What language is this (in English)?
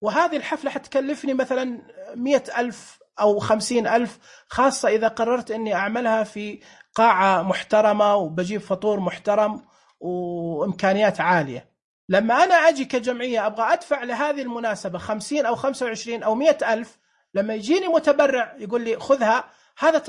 Najdi Arabic